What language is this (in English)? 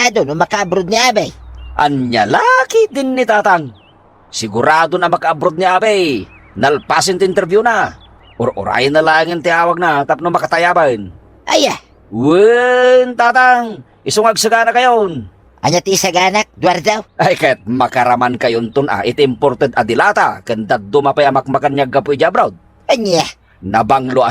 Iloko